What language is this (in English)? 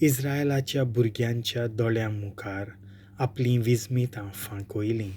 Konkani